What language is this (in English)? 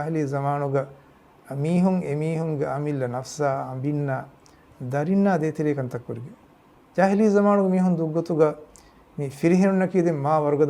Divehi